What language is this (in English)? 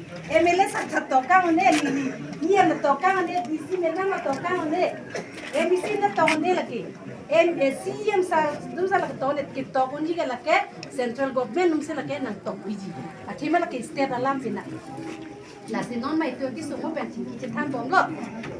Karbi